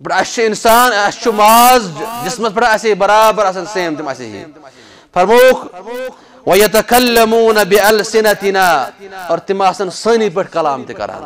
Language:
Kashmiri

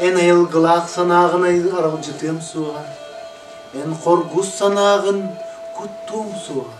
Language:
Yakut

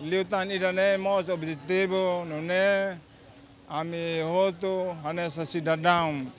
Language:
Tetum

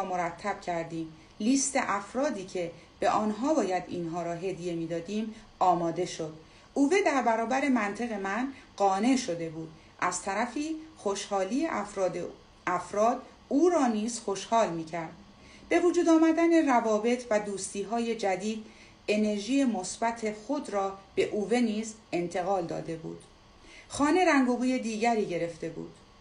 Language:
Persian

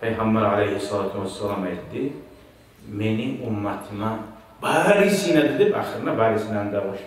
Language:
Kumyk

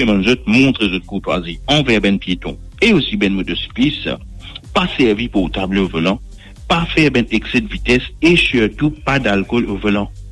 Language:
Morisyen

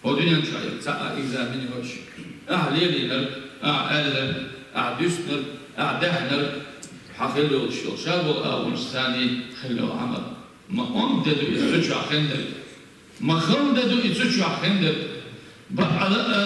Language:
Chechen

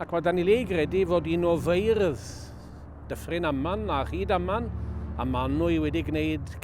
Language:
Welsh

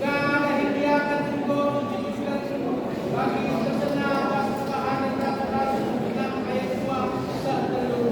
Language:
Batak Karo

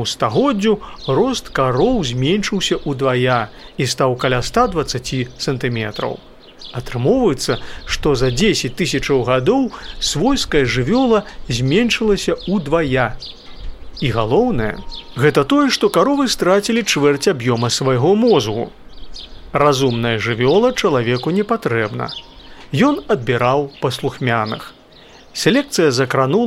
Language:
Belarusian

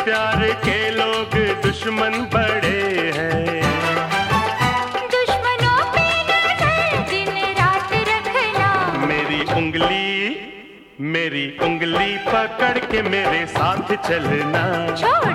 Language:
Hindi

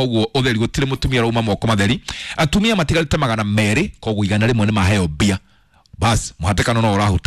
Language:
Kikuyu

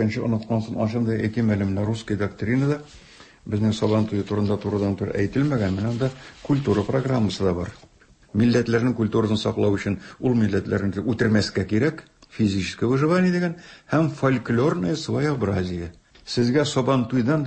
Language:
Tatar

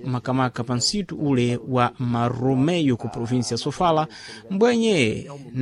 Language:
Sena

